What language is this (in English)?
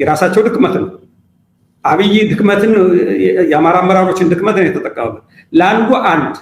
Amharic